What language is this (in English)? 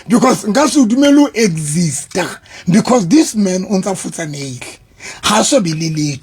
Southern Sotho